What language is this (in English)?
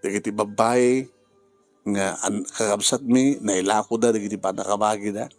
Iloko